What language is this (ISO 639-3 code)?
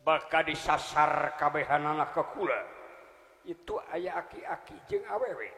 sun